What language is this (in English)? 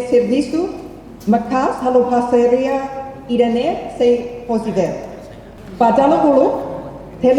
Tetum